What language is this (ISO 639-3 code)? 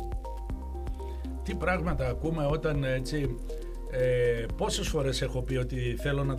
ell